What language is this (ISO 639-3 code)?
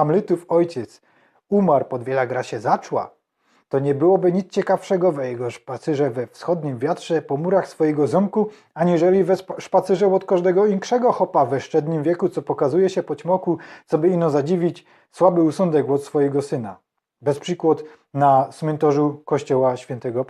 szl